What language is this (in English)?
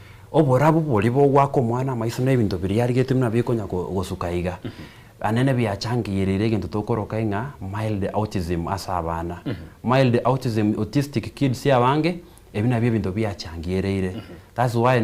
Gusii